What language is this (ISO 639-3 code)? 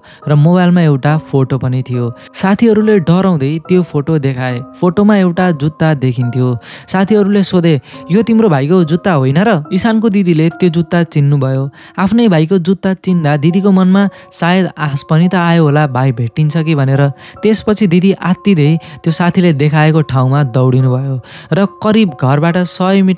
nep